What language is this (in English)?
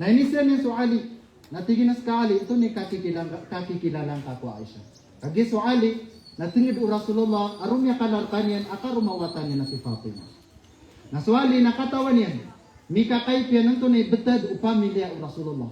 Maranao